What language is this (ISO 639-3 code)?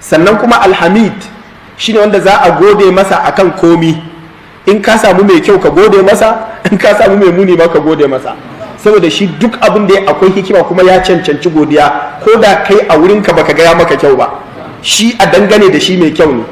hau